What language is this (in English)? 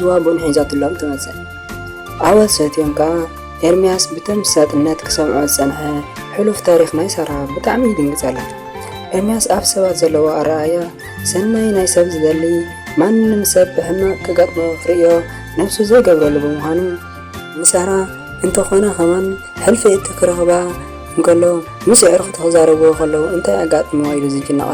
Tigrinya